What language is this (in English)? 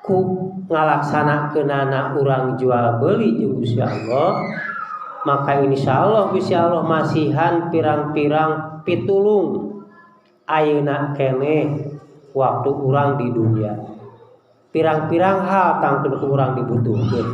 Sundanese